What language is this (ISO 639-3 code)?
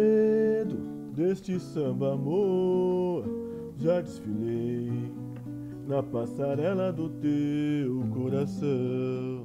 por